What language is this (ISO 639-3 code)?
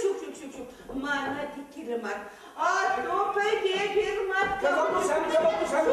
chv